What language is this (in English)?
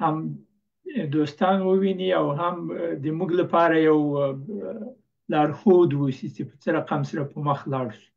Pashto